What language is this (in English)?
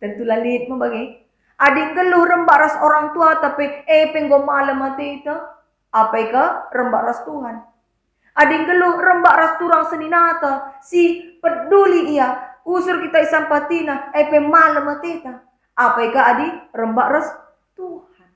Batak Karo